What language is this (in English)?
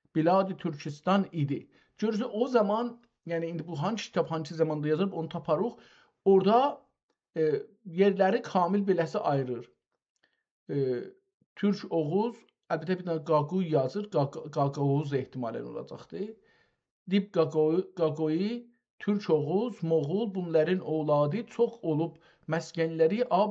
South Azerbaijani